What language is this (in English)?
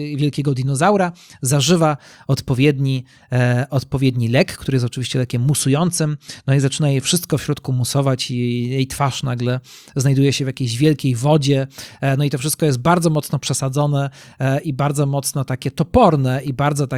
Polish